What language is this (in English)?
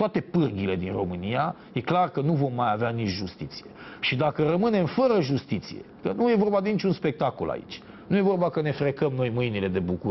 Romanian